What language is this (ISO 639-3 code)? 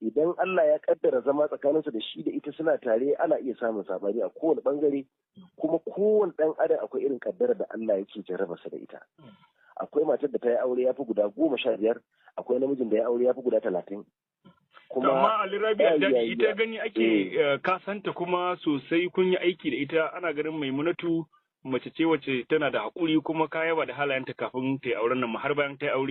hau